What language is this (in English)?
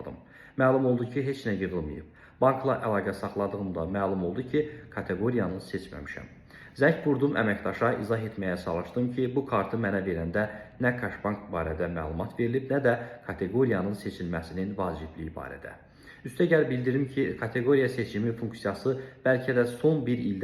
Azerbaijani